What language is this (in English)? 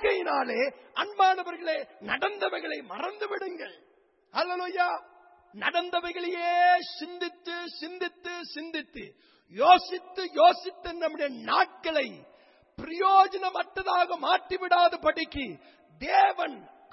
Tamil